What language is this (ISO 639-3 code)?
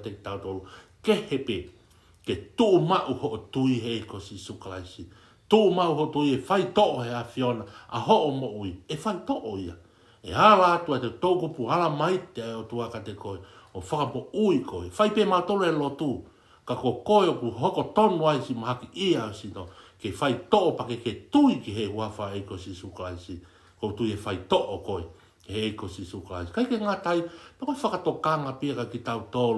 ton